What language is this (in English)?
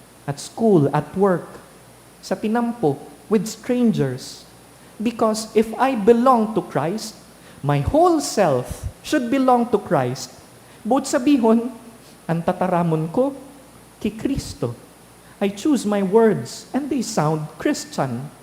Bikol